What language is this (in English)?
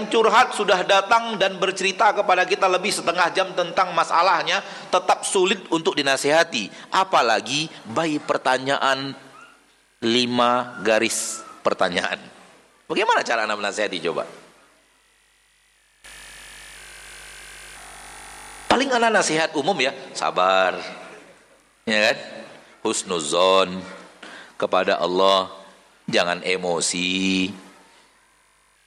Indonesian